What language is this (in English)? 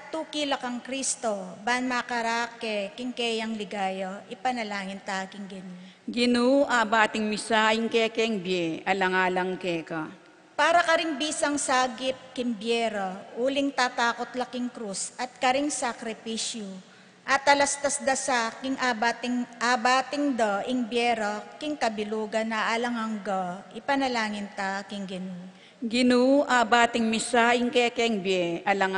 Pampanga